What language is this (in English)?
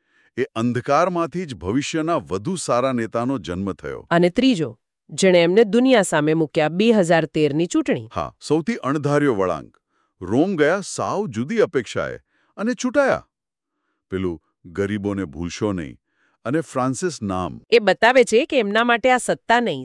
Gujarati